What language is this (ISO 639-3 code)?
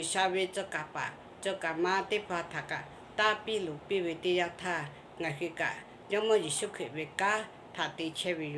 lhu